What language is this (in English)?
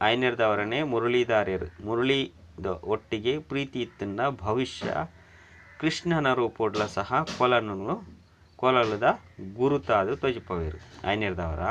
Tulu